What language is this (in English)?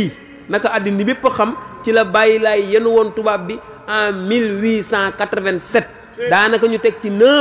Wolof